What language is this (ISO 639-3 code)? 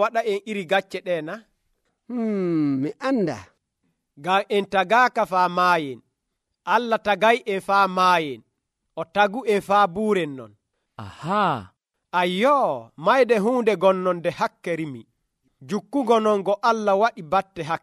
fuv